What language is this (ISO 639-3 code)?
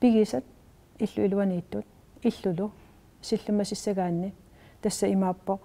kal